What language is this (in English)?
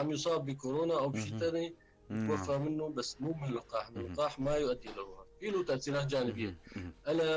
North Levantine Arabic